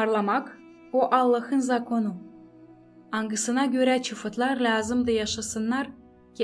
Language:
Gagauz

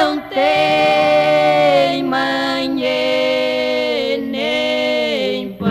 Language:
Portuguese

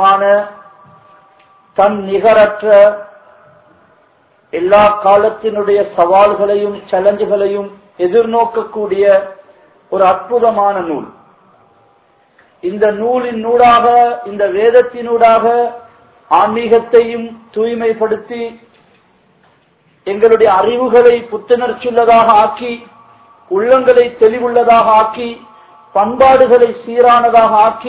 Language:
Tamil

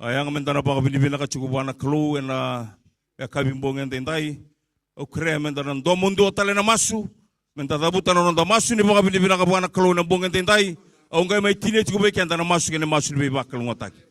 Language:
Fijian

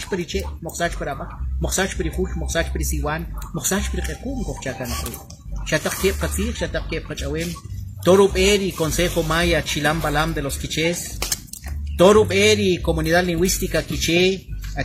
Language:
Kʼicheʼ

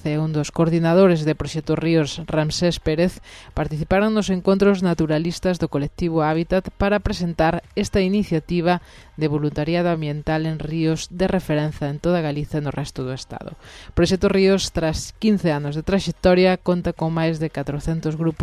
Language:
Galician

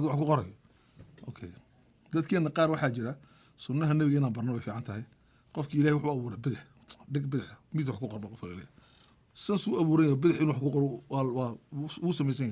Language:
Somali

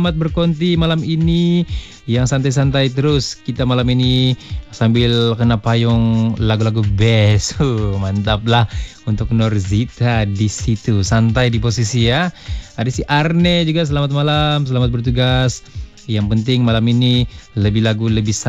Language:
Malay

